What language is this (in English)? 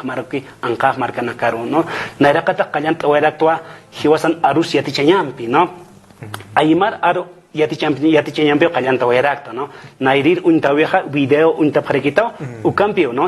Aymara